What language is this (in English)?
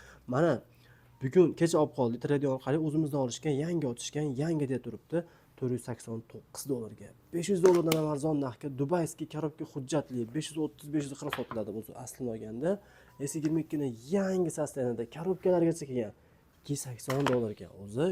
Uzbek